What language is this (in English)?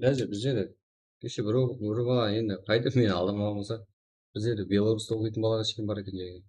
Kara-Kalpak